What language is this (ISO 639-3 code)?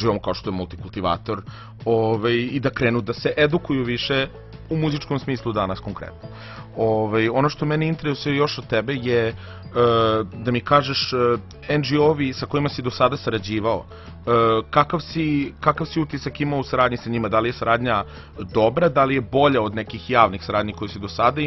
srp